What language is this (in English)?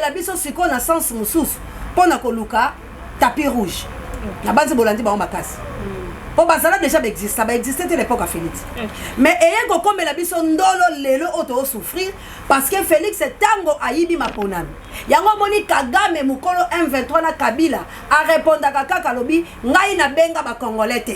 Lingala